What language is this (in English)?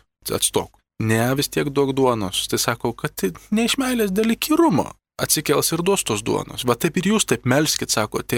Lithuanian